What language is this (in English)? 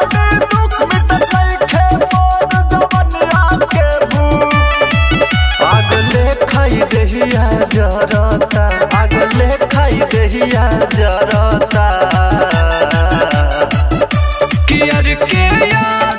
Bhojpuri